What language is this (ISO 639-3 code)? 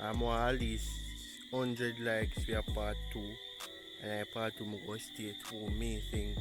jam